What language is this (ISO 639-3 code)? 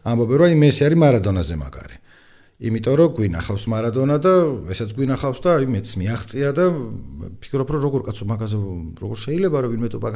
kat